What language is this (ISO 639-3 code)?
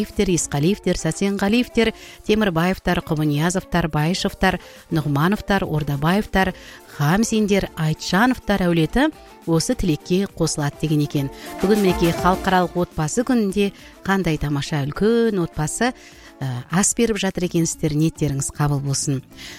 kaz